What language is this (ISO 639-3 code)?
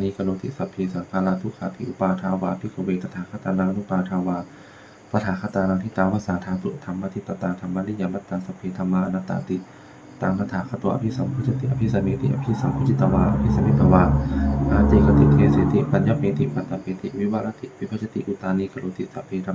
pli